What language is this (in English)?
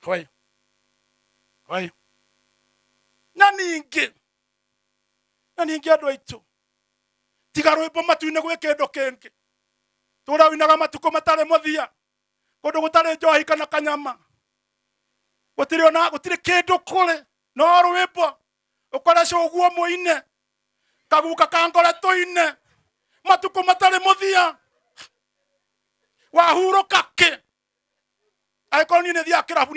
Kikuyu